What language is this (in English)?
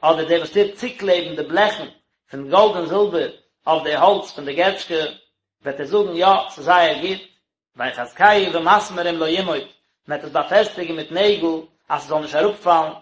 Yiddish